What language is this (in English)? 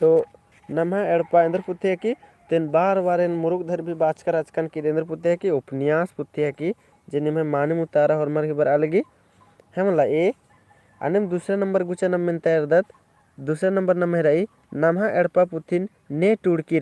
Kurukh